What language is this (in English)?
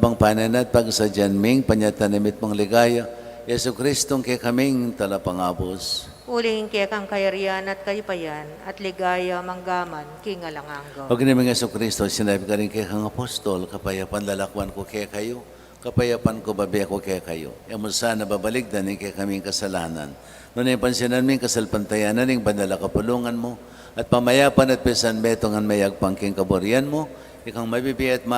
Pampanga